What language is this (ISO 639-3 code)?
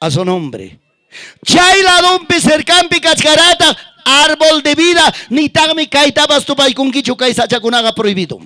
quy